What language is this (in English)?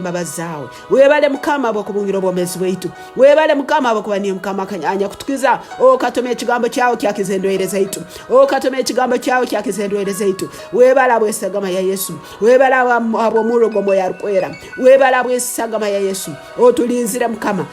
Tooro